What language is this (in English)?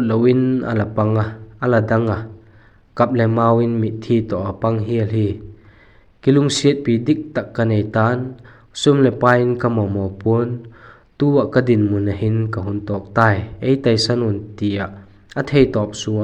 Vaiphei